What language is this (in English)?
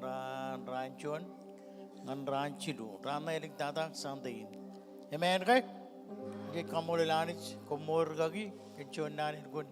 Marshallese